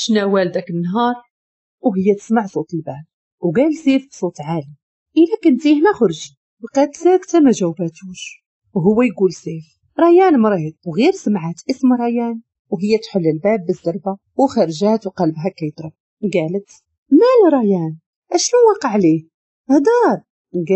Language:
Moroccan Arabic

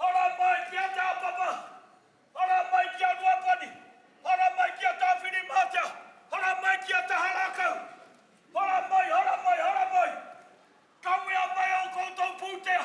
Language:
Māori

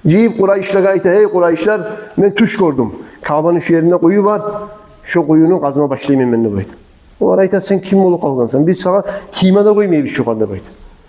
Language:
Kumyk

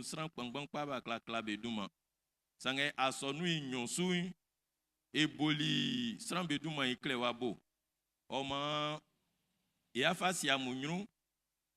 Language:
Baoulé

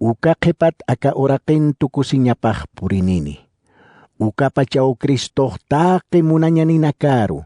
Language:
Aymara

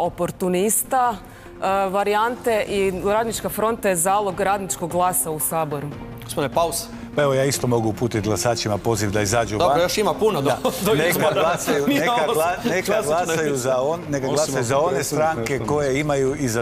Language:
Croatian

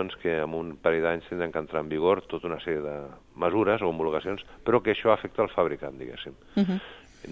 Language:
Catalan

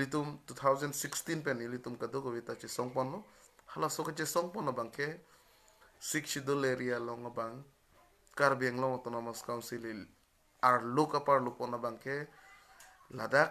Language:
Karbi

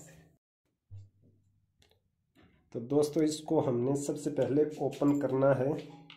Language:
Hindi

